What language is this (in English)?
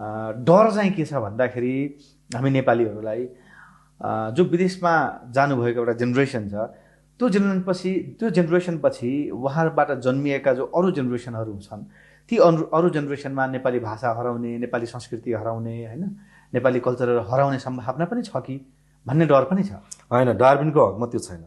Nepali